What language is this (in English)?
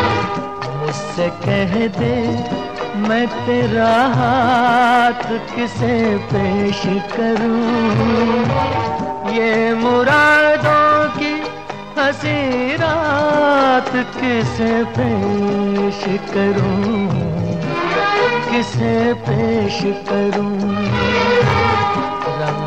Hindi